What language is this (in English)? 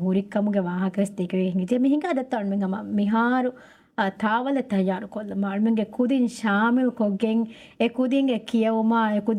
Divehi